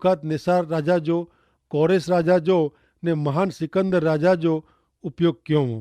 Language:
Kachhi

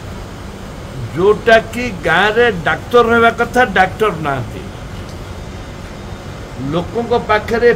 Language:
Odia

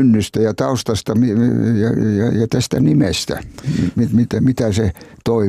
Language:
Finnish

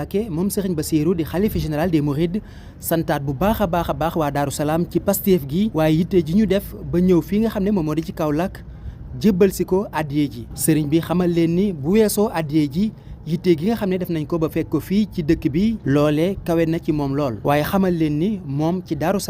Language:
Wolof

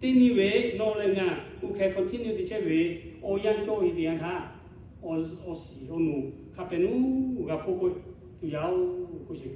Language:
Lahu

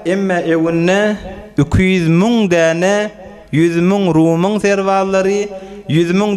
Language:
Turkmen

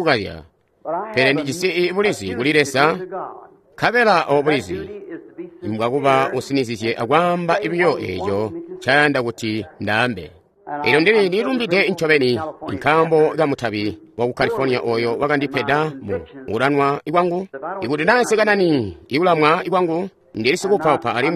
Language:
Tonga (Zambia)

